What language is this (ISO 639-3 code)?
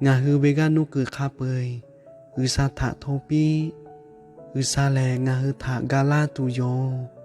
lhu